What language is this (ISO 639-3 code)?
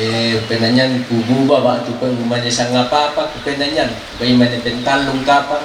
sda